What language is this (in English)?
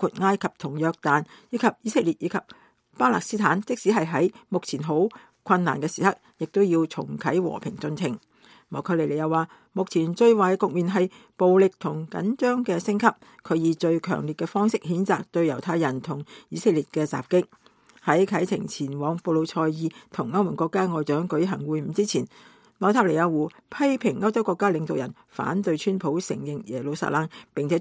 Cantonese